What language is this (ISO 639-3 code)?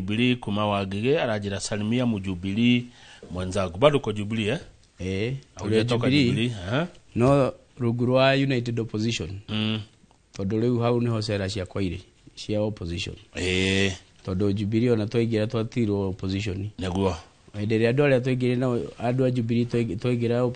kik